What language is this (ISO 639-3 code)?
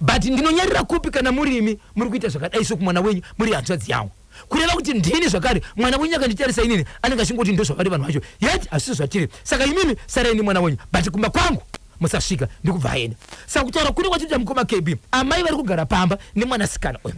sna